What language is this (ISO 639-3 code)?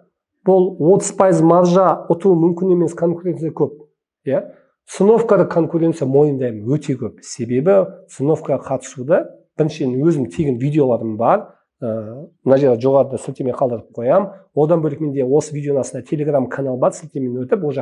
kaz